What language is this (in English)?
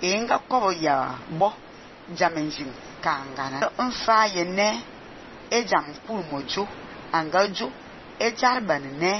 Fang